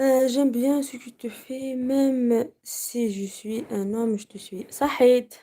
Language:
Algerian Arabic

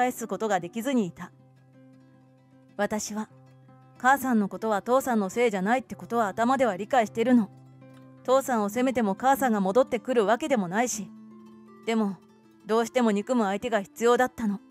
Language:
Japanese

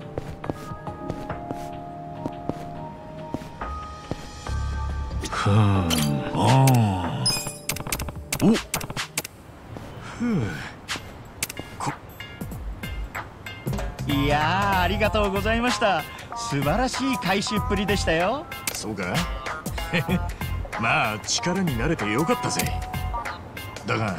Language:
Japanese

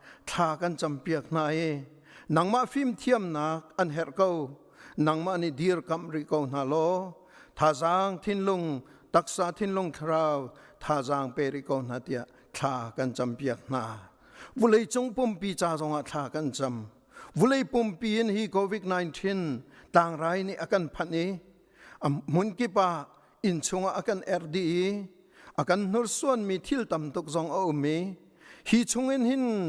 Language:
Hakha Chin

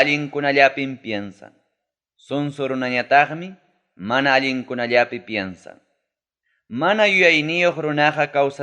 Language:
Ayacucho Quechua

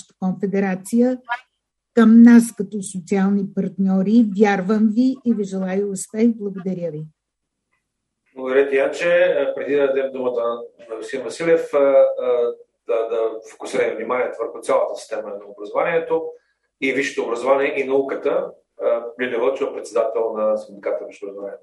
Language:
Bulgarian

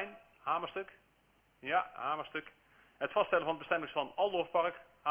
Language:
Dutch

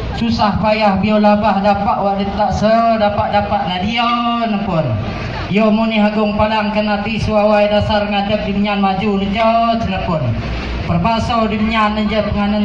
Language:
Achinese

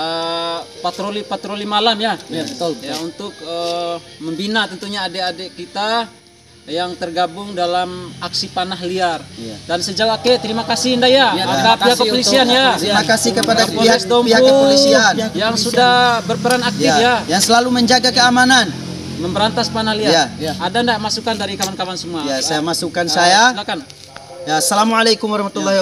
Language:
Bima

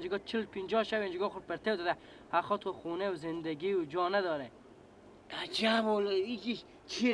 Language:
Persian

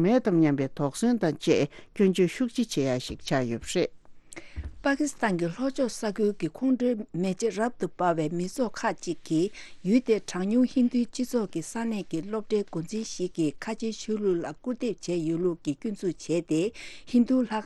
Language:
Tibetan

